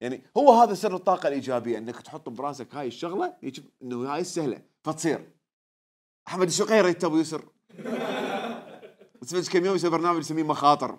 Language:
Mesopotamian Arabic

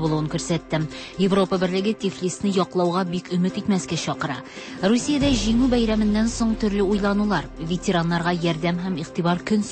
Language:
Tatar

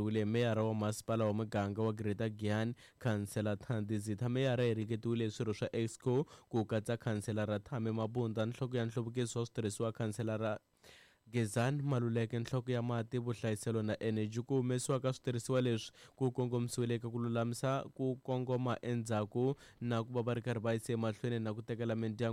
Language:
Tsonga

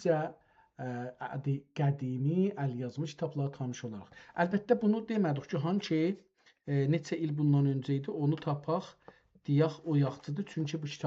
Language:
South Azerbaijani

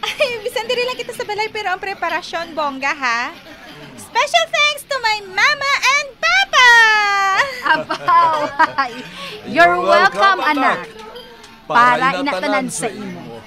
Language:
Hiligaynon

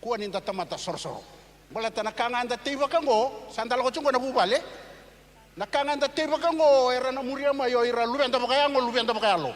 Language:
Fijian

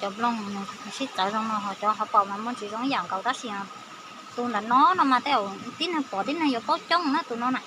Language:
Hmong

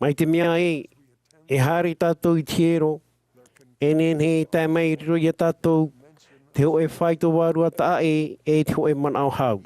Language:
Tahitian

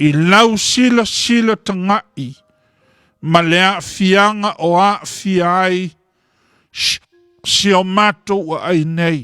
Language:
Samoan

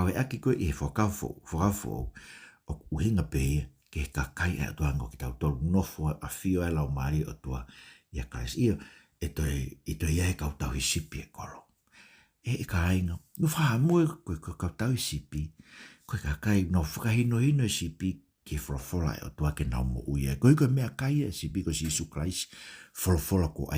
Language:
Tongan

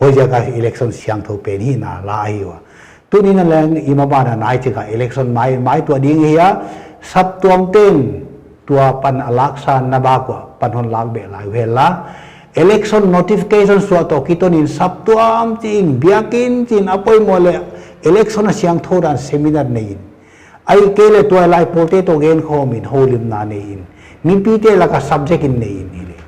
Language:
Paite Chin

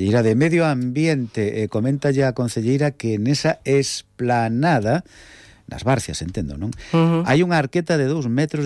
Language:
Galician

